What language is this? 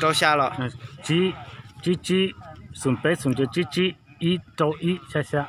Hmong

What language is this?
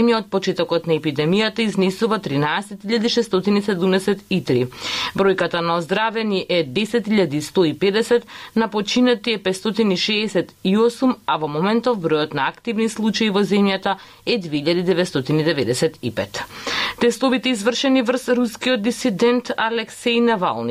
Macedonian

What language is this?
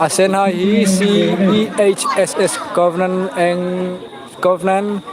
Hmar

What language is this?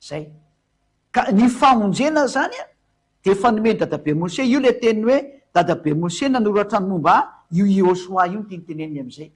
Malagasy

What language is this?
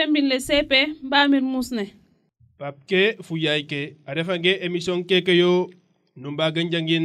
Serer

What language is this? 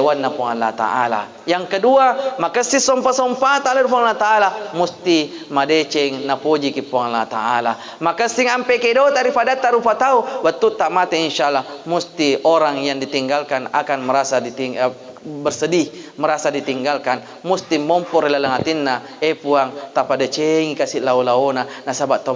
Buginese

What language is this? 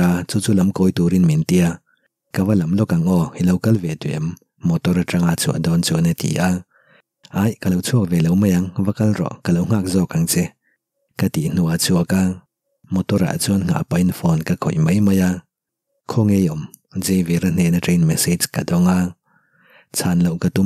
Mizo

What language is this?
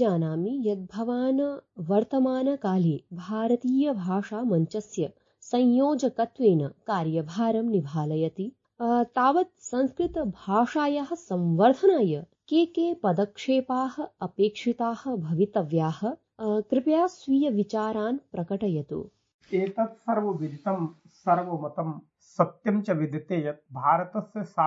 Sanskrit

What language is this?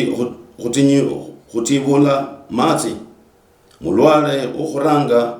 Luyia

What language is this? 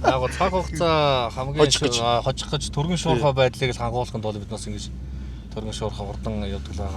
Mongolian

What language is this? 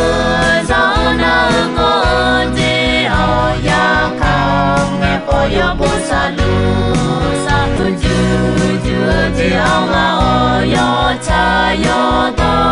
Akha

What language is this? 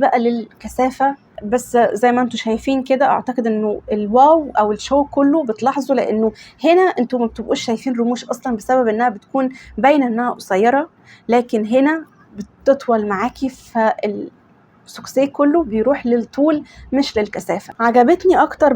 Egyptian Arabic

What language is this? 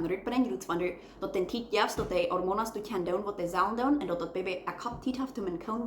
Plautdietsch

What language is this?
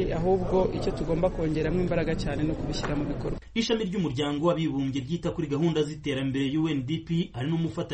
Kinyarwanda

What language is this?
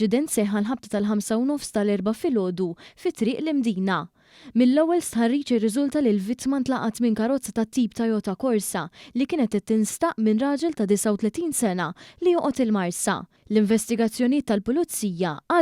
Maltese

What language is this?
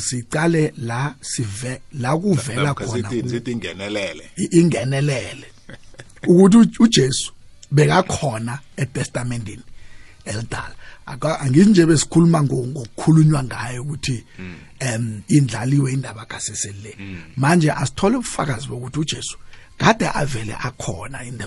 South Ndebele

